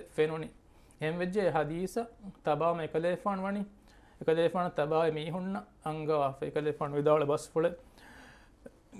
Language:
Divehi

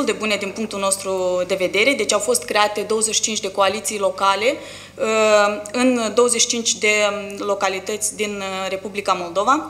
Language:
Romanian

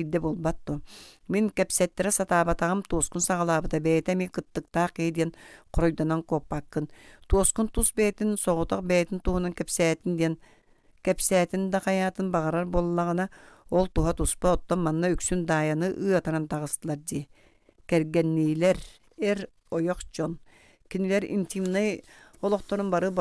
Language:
Yakut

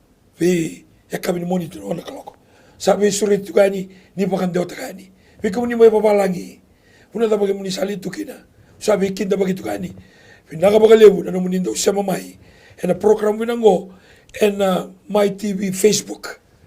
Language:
Fijian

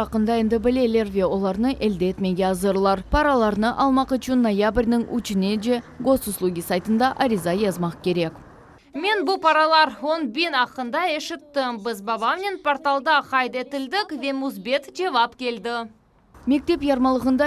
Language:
Crimean Tatar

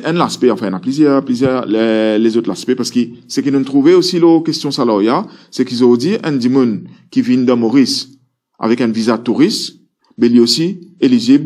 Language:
Morisyen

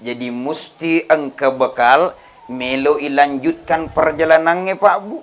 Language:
Buginese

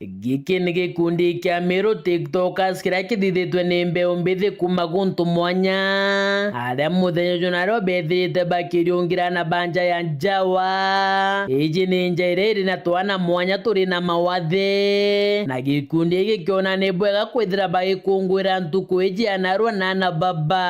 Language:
Meru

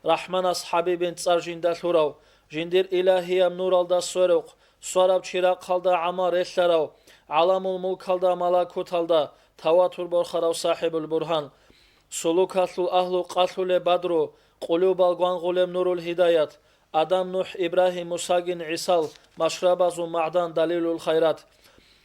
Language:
Avaric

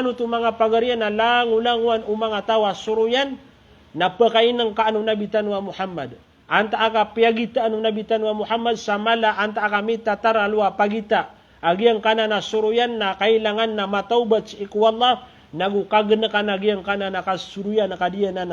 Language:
Maranao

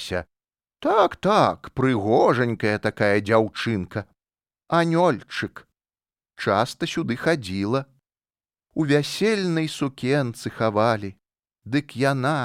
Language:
Belarusian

